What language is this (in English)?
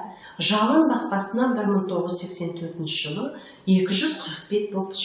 Kazakh